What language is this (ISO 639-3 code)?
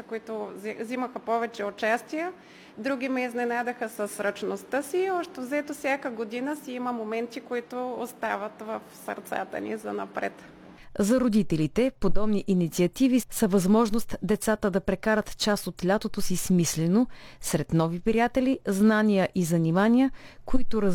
bul